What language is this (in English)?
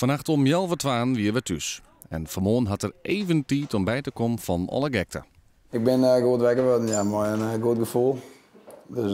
Western Frisian